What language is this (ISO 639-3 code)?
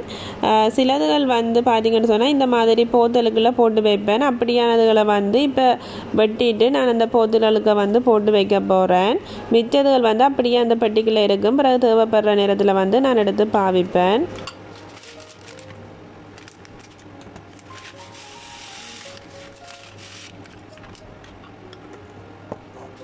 tam